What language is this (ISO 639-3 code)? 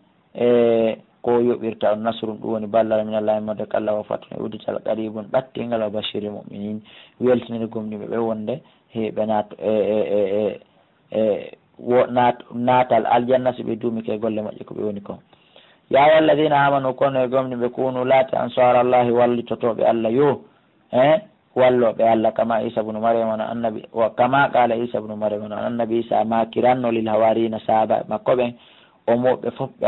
fuf